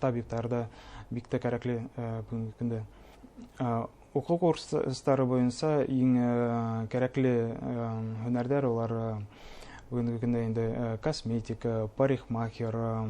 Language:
Bashkir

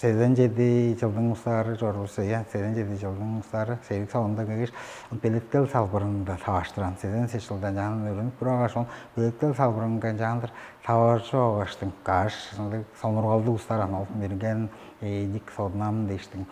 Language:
Tuvinian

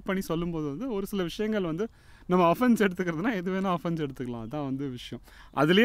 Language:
Tamil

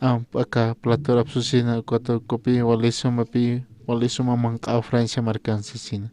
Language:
Aymara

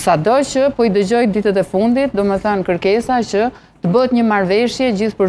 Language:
Albanian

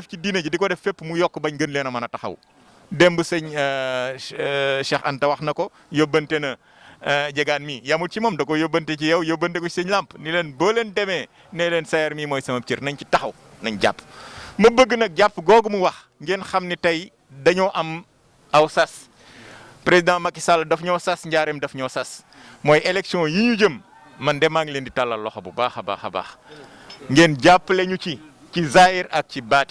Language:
Wolof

